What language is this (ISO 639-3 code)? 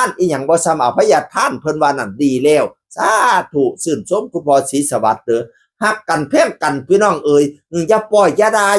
tts